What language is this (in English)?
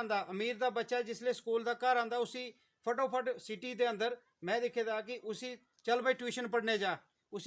Dogri